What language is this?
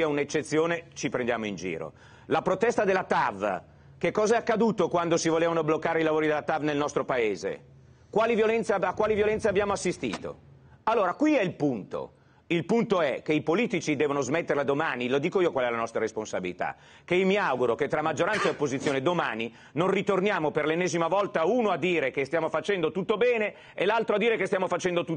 Italian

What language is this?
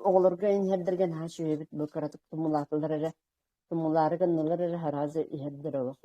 Yakut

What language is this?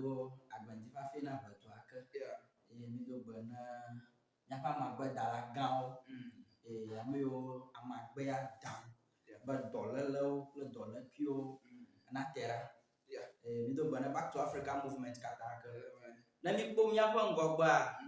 Ewe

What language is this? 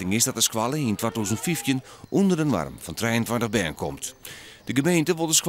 Western Frisian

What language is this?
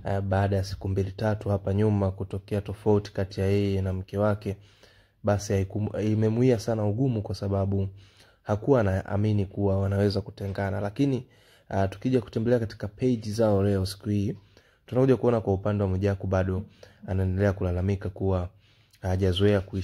Swahili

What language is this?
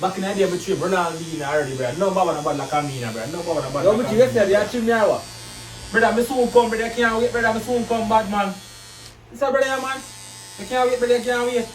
Jamaican Creole English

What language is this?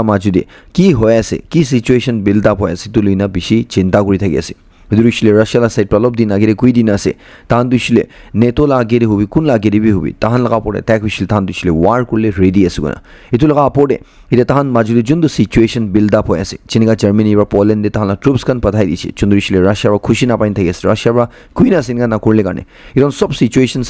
Naga Pidgin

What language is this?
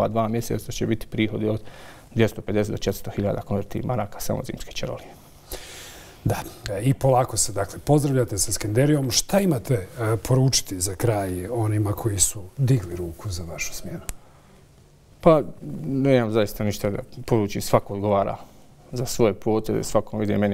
Bosnian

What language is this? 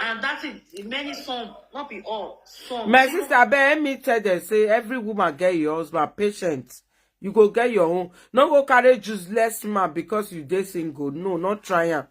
Nigerian Pidgin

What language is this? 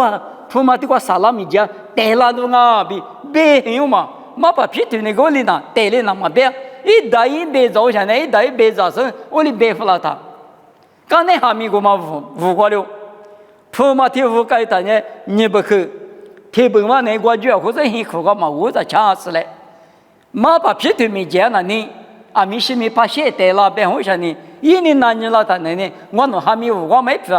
Lisu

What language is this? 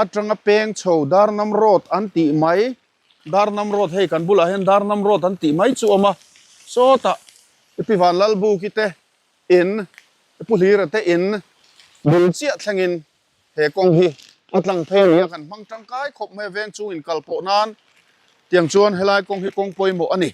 Mizo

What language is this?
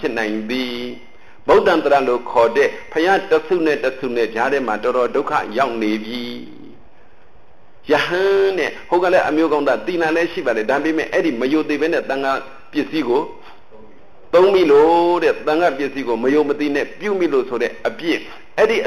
Burmese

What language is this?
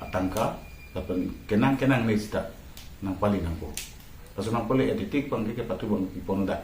Karbi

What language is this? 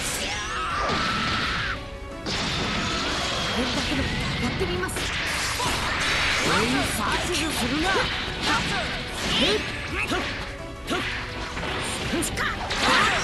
Japanese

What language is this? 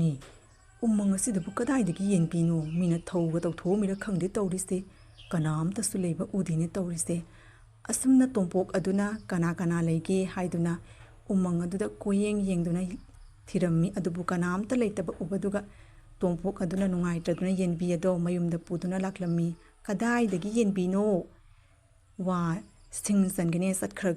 Manipuri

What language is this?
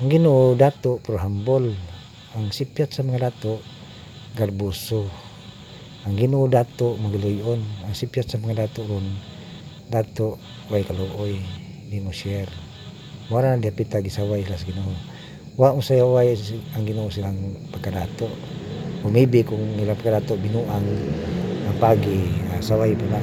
Cebuano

